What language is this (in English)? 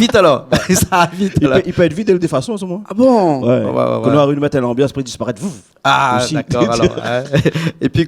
Réunion Creole French